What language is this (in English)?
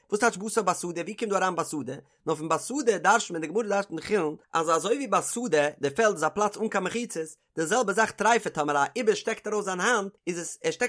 Yiddish